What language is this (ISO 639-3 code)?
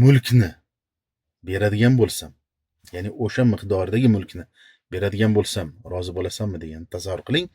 uzb